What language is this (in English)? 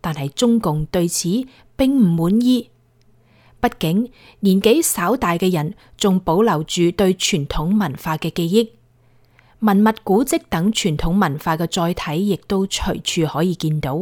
Cantonese